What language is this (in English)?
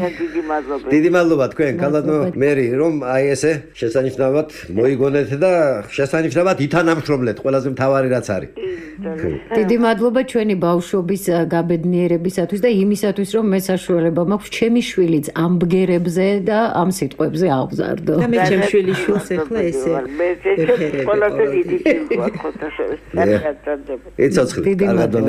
Georgian